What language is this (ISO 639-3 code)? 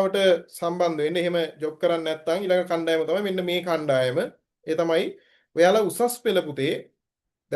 sin